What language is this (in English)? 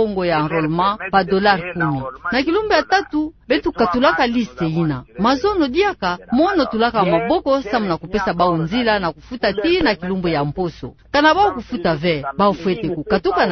Kituba (Democratic Republic of Congo)